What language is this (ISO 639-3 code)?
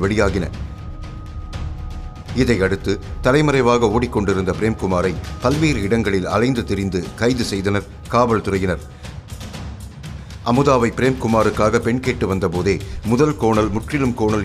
tam